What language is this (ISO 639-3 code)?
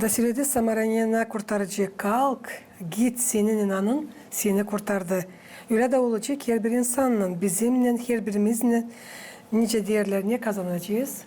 gag